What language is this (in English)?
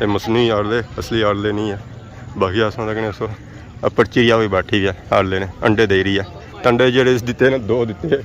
Pahari-Potwari